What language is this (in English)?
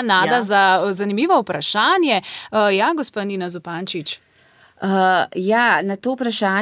Slovenian